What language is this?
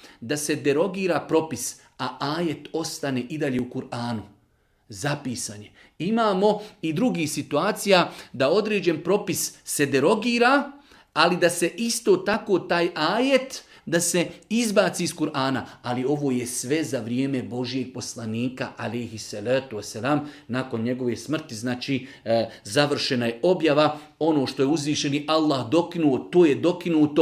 Bosnian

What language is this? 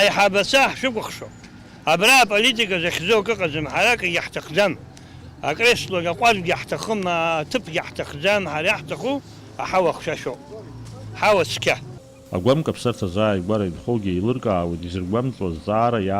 Abkhazian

